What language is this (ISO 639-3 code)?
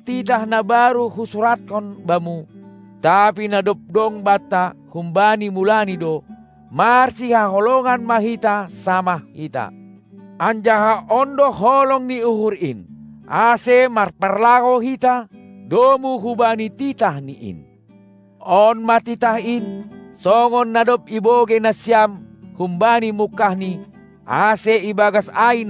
bts